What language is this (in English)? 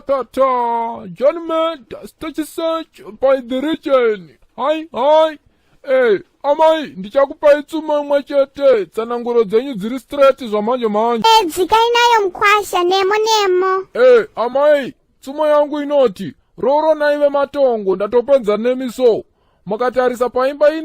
Shona